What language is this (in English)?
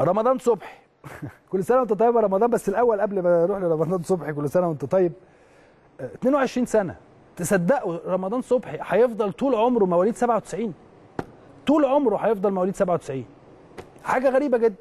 Egyptian Arabic